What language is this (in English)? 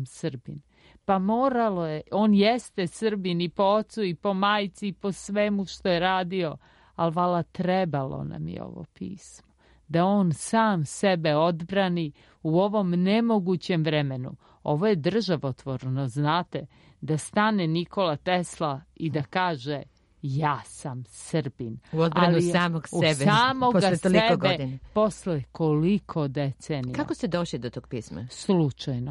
Serbian